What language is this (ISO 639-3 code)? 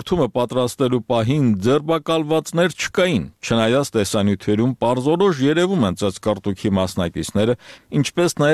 hye